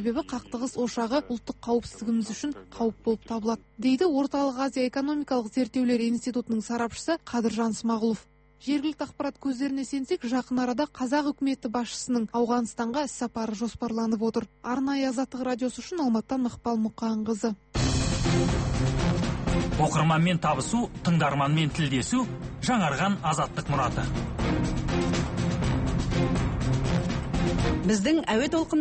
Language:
Kazakh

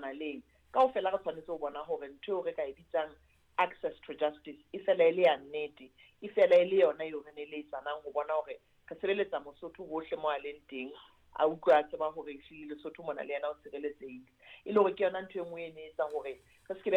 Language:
Southern Sotho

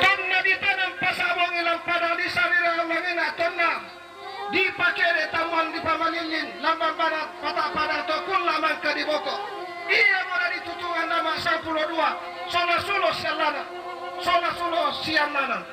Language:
Toraja-Sa'dan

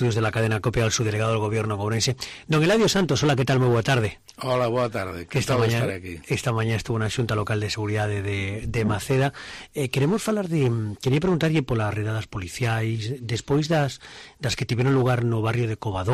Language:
Galician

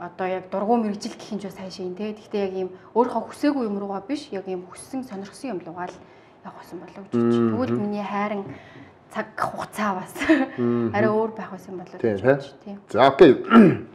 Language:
Mongolian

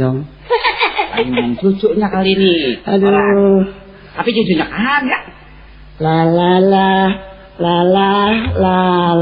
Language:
Betawi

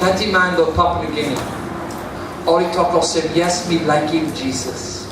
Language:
Tok Pisin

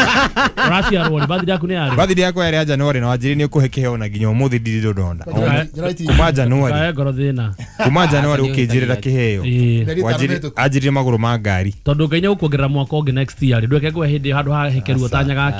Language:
Kikuyu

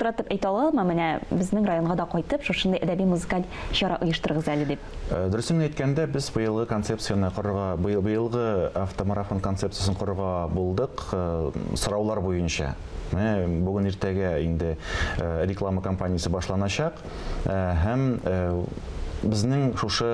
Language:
Tatar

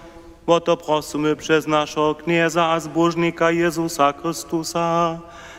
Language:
Upper Sorbian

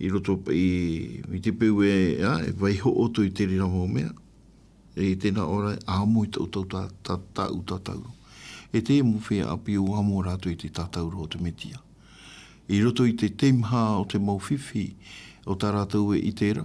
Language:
Tahitian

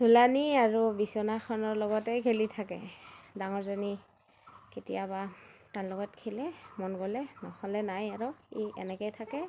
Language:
Assamese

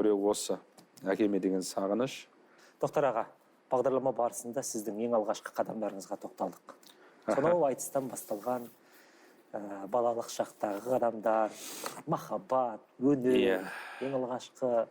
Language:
Kazakh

